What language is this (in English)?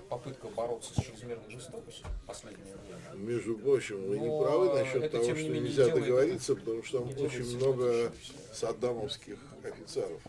Russian